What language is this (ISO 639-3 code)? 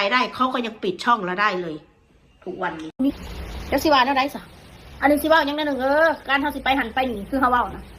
tts